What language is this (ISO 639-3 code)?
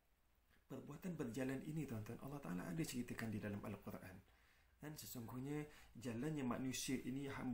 msa